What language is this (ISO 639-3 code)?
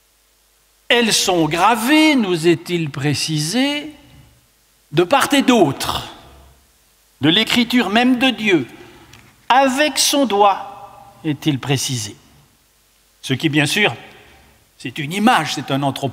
fra